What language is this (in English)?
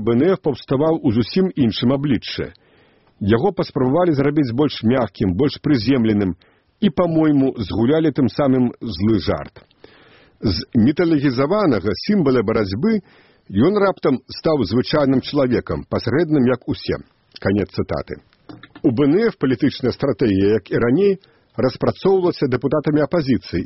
Belarusian